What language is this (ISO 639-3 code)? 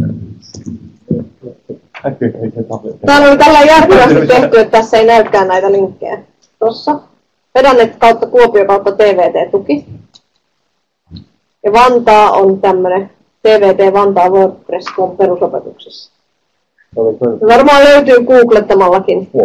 fin